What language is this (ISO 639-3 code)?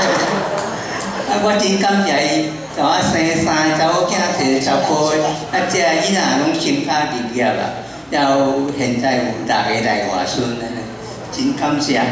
nan